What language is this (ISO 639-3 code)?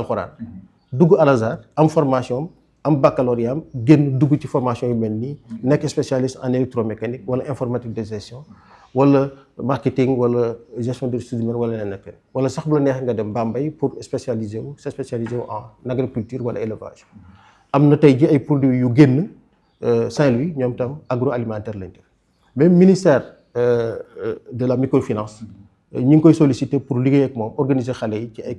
wol